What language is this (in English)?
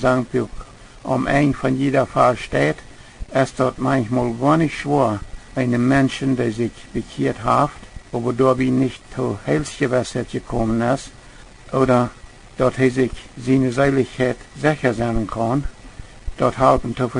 Plautdietsch